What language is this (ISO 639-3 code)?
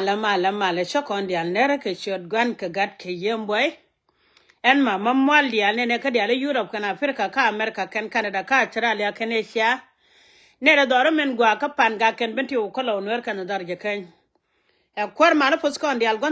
nus